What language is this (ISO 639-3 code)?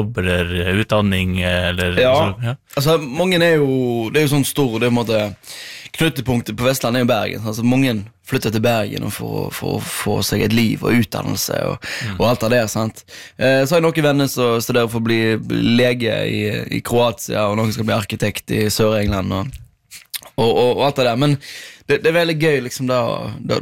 nor